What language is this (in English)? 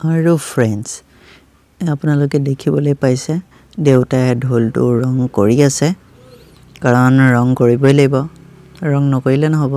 Assamese